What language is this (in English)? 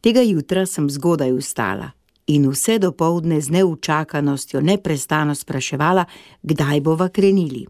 Slovenian